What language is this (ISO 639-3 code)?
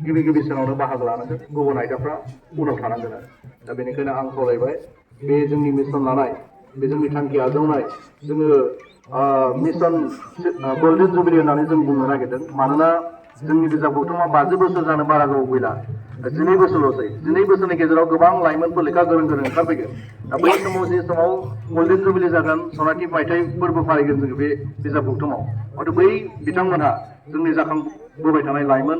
brx